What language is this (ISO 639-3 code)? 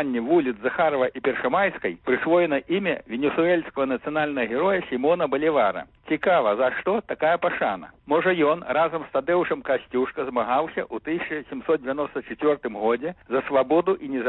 bel